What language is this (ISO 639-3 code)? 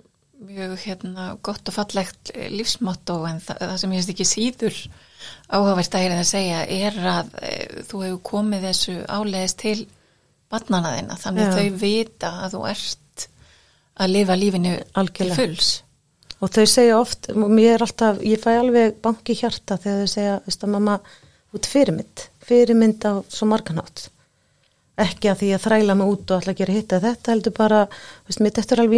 isl